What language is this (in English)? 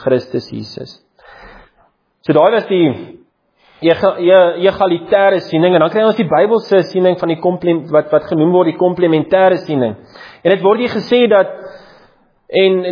Afrikaans